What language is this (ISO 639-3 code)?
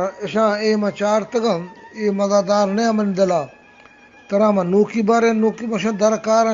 bgp